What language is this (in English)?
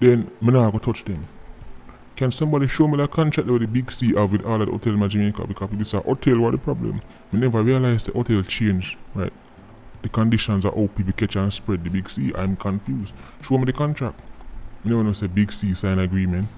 Jamaican Creole English